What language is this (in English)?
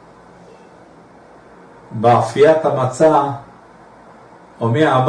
Hebrew